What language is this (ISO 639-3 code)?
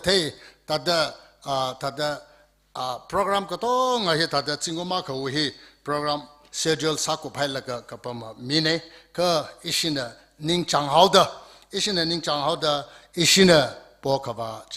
nmf